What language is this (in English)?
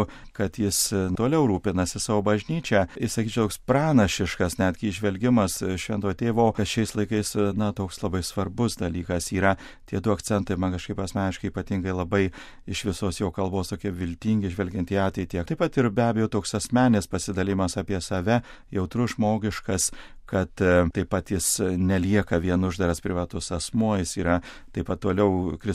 Lithuanian